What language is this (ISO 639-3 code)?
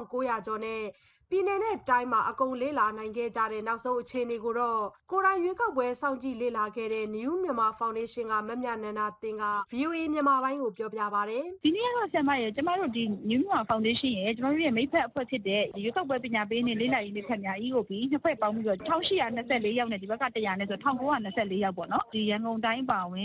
mya